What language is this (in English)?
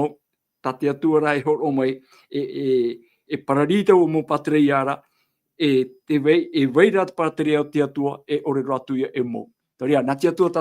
Tahitian